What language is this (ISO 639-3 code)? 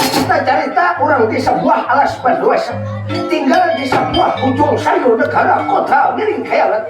bjn